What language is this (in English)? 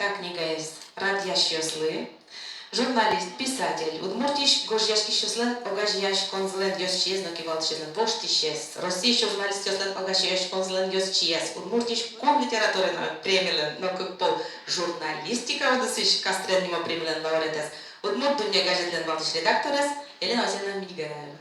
Udmurt